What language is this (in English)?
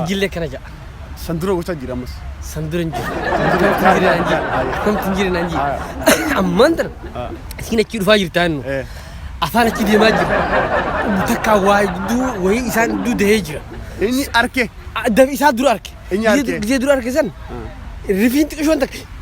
Oromo